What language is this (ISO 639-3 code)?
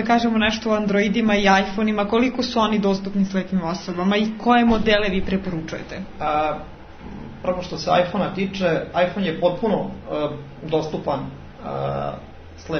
srp